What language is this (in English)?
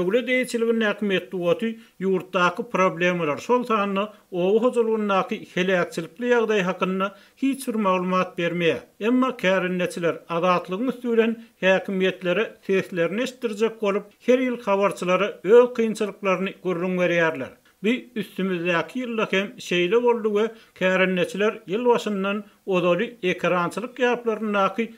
Turkmen